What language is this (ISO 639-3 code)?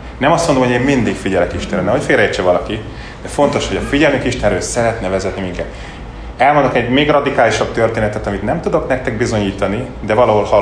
hun